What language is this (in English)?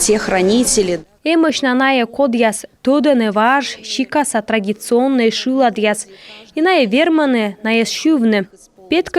Komi